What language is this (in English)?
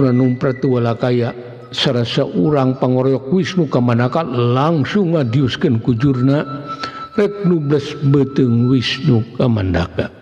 Sundanese